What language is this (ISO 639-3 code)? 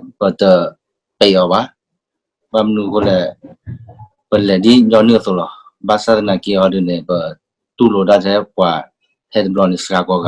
ksw